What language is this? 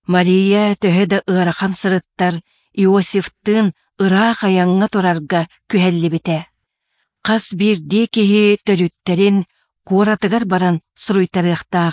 Yakut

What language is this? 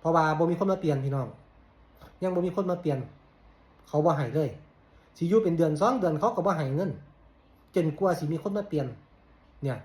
Lao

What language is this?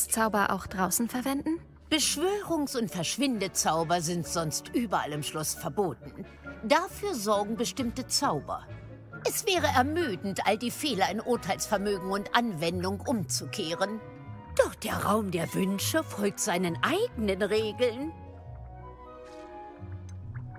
German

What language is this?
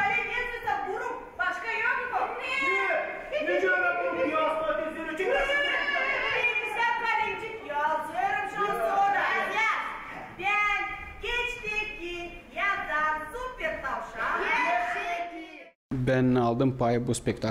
Gagauz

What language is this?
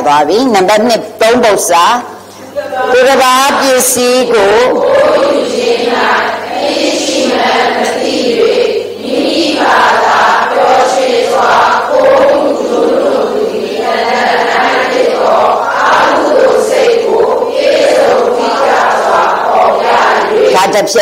Burmese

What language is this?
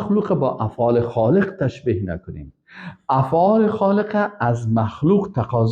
Persian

